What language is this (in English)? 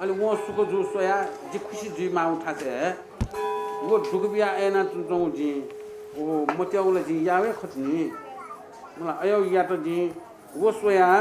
Newari